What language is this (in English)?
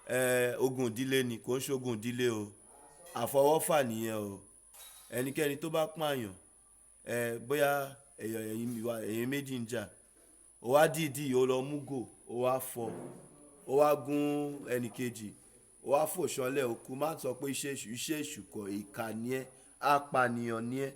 Yoruba